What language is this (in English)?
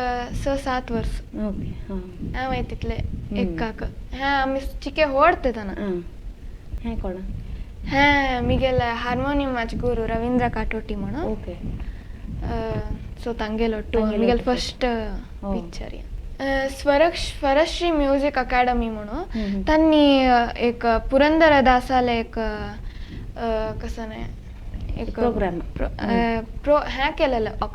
Konkani